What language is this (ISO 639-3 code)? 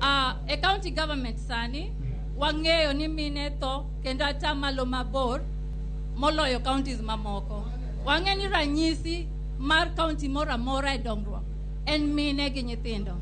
luo